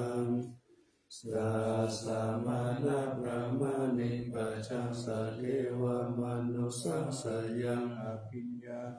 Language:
Pali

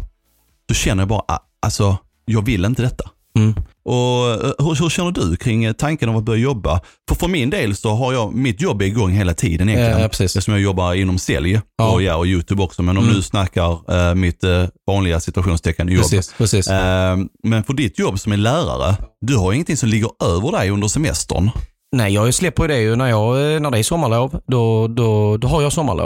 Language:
Swedish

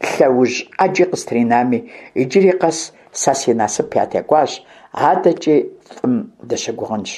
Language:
Kabardian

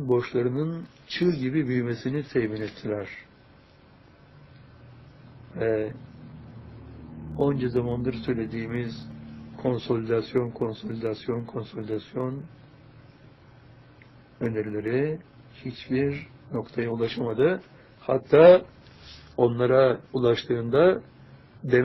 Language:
Turkish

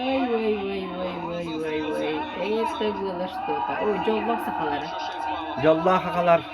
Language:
Yakut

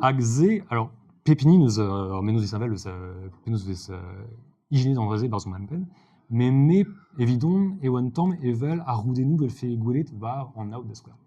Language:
Breton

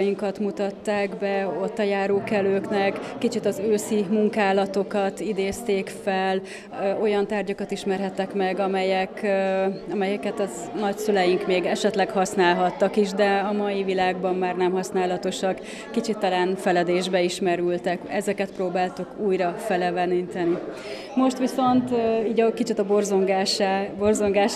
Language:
Hungarian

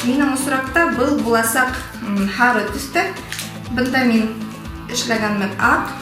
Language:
Bashkir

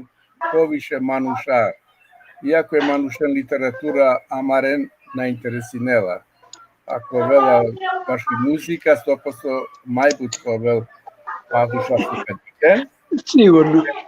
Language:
Balkan Romani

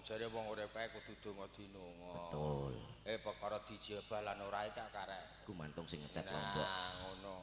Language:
Javanese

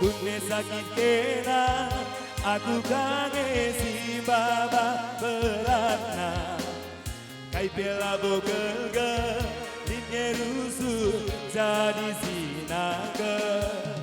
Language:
Batak Karo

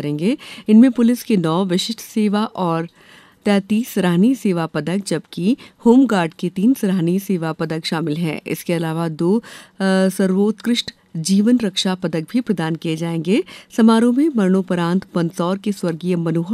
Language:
Hindi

